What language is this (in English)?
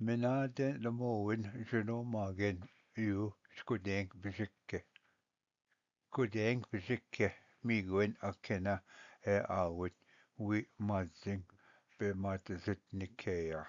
Ojibwa